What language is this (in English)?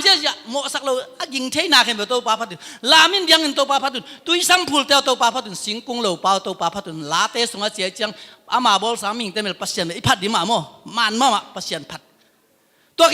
Tedim Chin